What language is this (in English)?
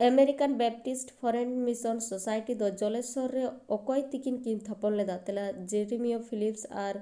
Santali